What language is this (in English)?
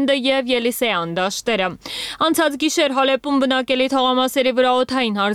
Armenian